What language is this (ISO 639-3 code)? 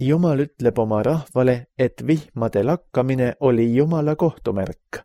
est